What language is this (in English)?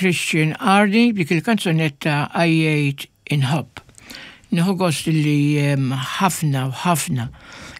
Maltese